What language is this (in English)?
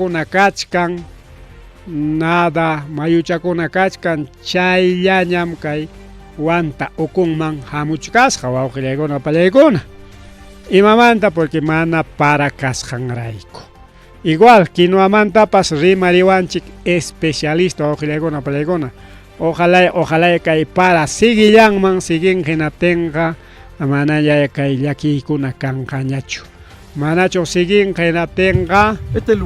Ayacucho Quechua